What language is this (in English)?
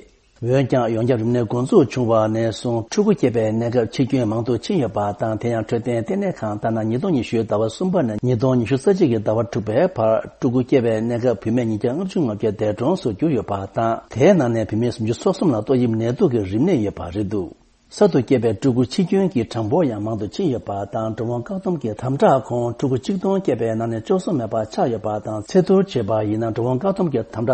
Tibetan